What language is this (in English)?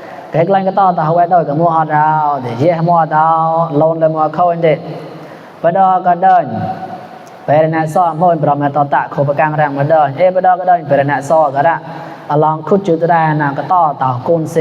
Mon